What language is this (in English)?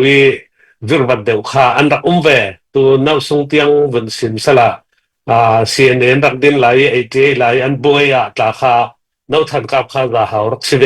Falam Chin